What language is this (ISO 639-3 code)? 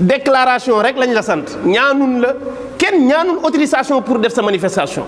wol